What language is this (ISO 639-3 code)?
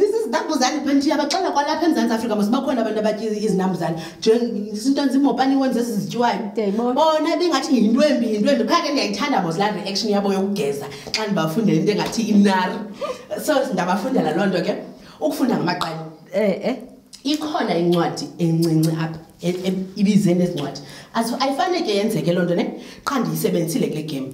xho